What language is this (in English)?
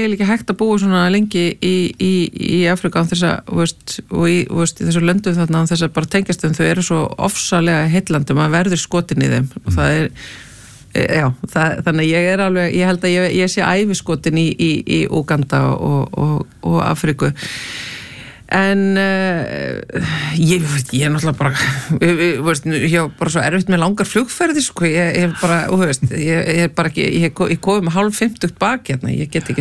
Icelandic